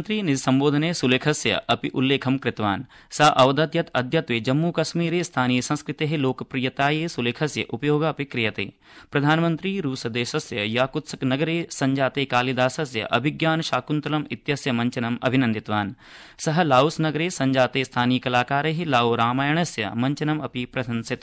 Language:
Sanskrit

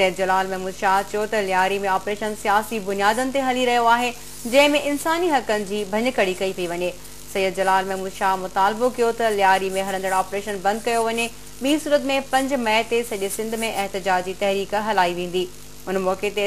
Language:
Sindhi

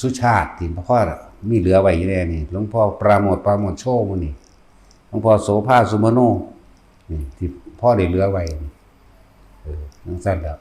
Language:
Northeastern Thai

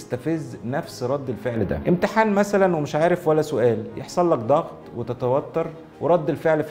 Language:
Egyptian Arabic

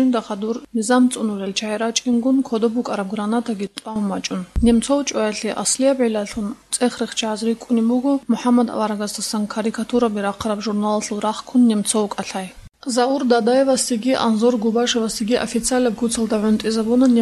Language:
Avaric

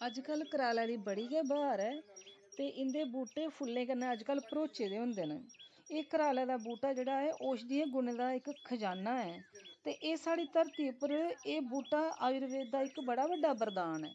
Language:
Dogri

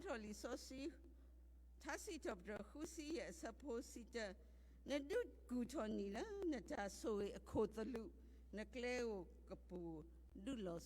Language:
S'gaw Karen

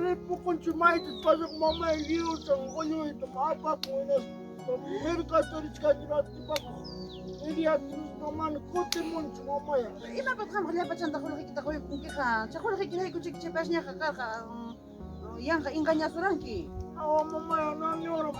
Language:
Ayacucho Quechua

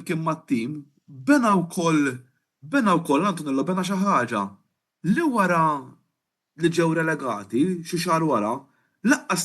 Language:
Maltese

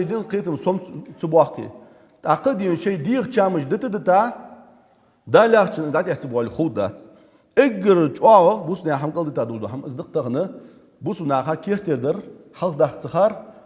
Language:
Ingush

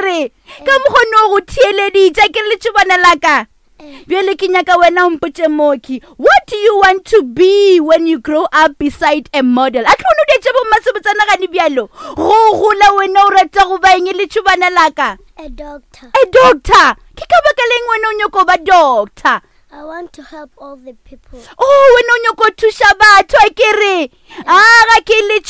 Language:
Northern Sotho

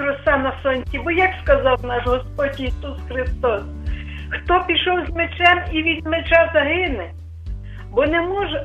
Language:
Ukrainian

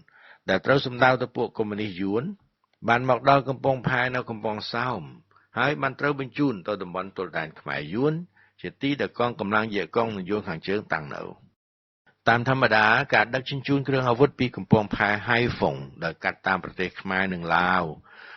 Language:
Khmer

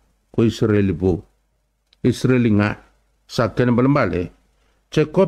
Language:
Fijian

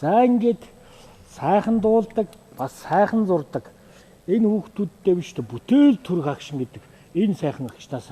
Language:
Mongolian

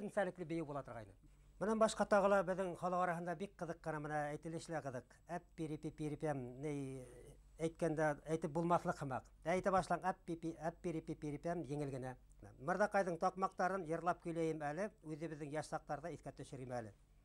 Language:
Bashkir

